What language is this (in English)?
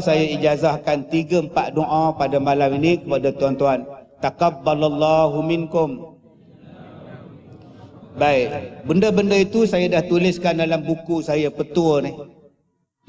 Malay